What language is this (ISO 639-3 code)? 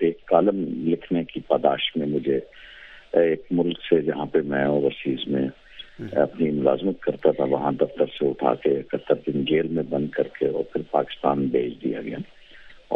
urd